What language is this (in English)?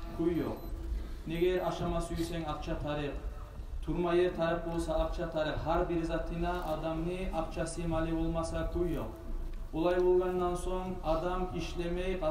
Kumyk